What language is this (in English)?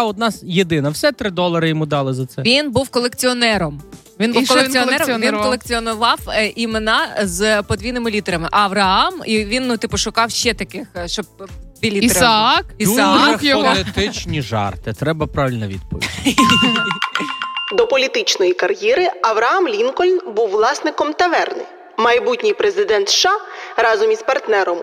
Ukrainian